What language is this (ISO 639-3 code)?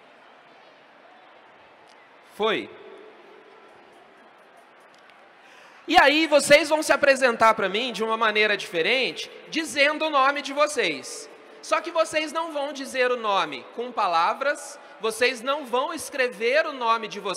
por